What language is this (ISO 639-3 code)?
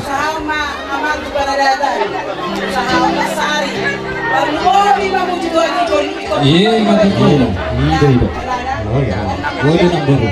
bbc